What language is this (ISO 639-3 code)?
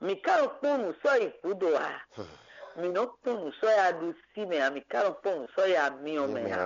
fon